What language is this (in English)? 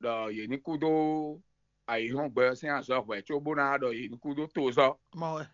Fon